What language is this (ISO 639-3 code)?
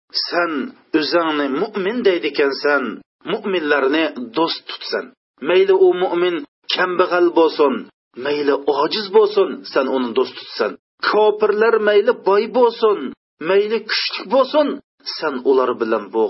uig